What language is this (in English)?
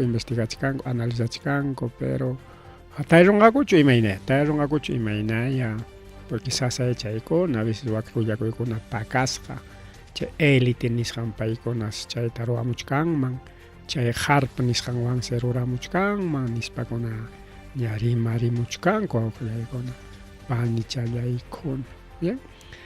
Ayacucho Quechua